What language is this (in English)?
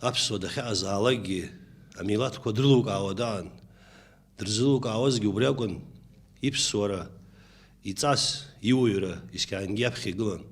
Abkhazian